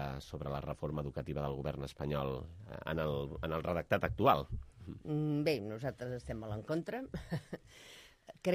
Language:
Catalan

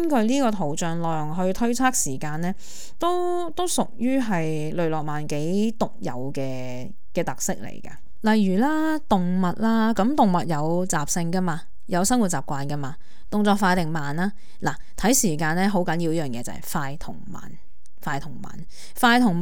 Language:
Cantonese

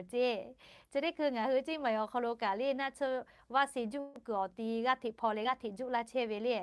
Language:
Lahu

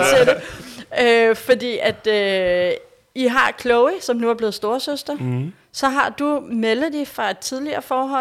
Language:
Danish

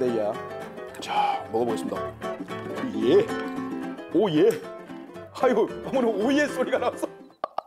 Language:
Korean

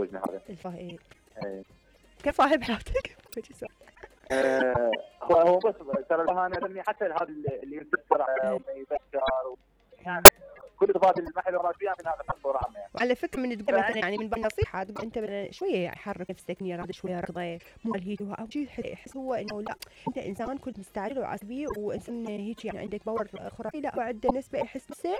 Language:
Mesopotamian Arabic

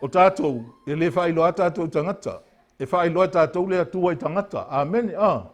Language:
Samoan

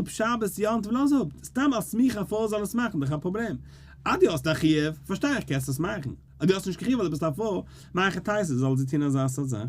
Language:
Yiddish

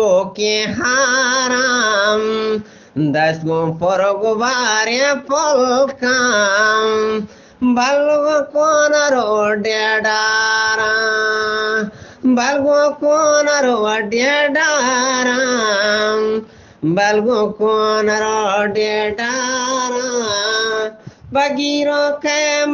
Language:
Eastern Balochi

